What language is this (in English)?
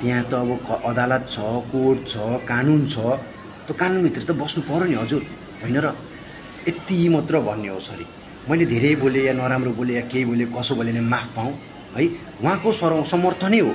Nepali